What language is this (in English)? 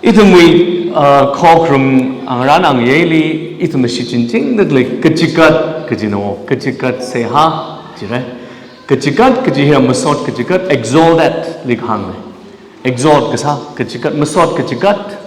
Tangkhul Naga (India)